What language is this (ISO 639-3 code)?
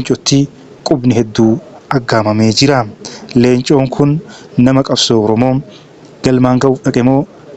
orm